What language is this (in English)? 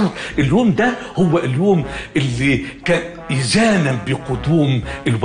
Egyptian Arabic